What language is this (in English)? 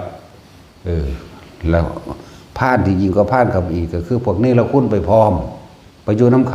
Northeastern Thai